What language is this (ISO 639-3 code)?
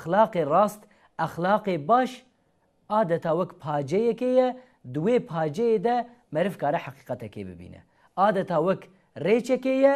kur